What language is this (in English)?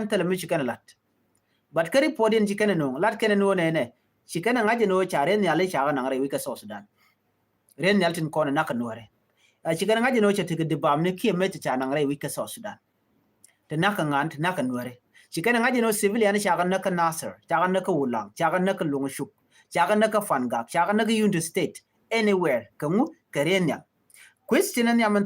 Nuer